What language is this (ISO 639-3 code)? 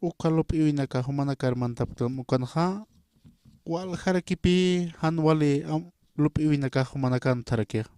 aym